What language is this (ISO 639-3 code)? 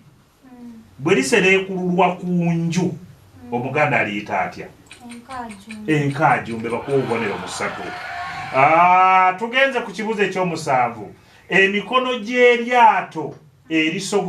lug